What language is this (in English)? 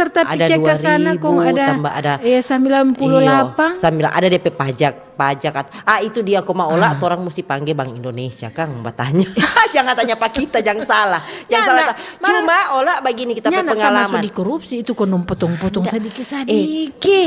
Manado Malay